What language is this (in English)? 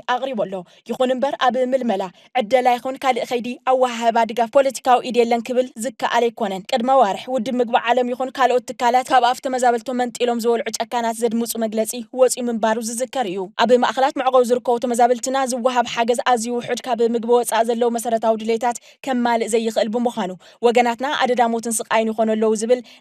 Tigrinya